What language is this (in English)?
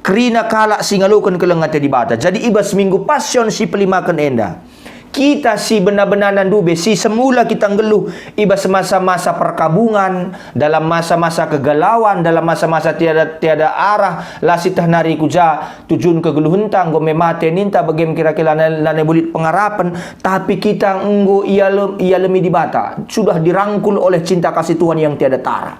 Batak Karo